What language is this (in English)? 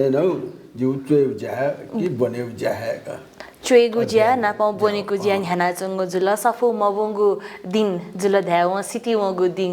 Newari